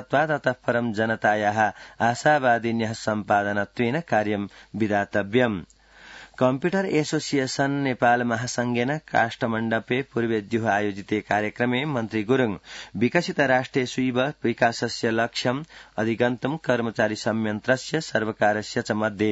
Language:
Sanskrit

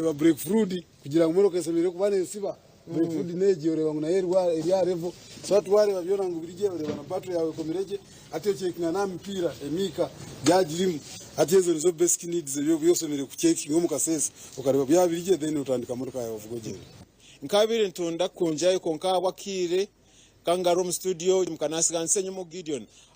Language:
Nyankole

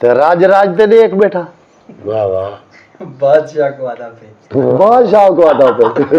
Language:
Saraiki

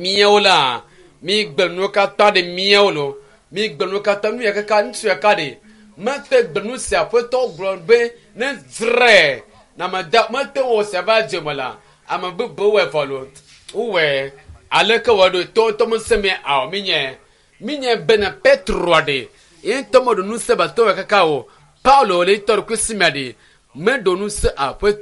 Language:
Ewe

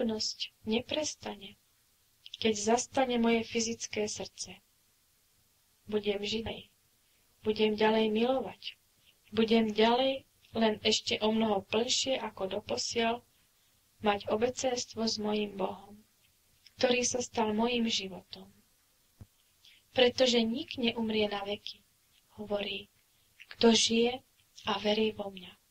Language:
Slovak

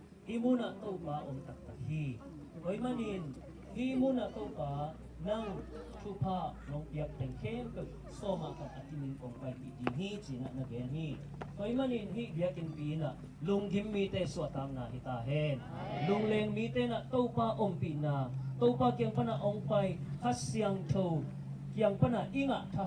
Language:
Tedim Chin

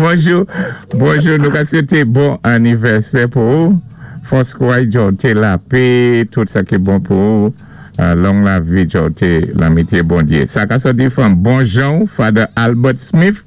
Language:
Saint Lucian Creole French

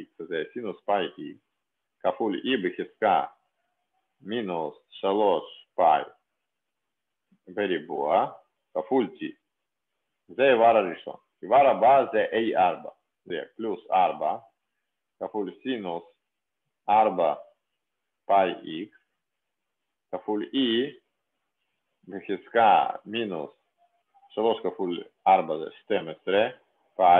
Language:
Hebrew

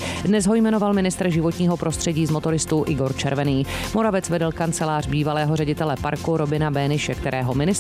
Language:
Czech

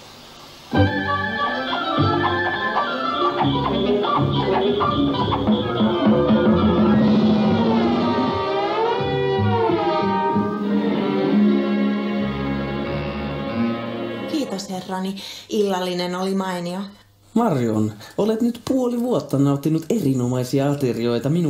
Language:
Finnish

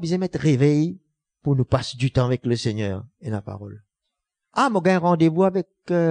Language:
Morisyen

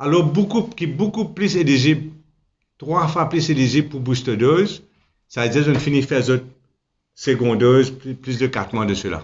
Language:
Morisyen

